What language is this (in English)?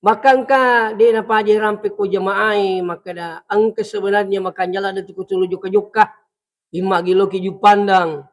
Buginese